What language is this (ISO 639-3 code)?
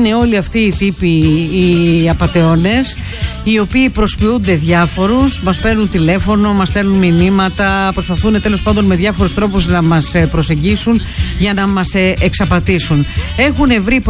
ell